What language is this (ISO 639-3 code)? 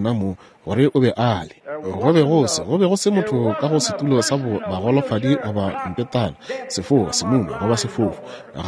nso